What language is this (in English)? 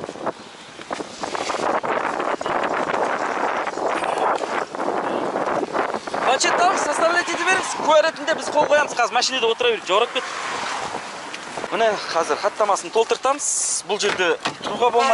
Kazakh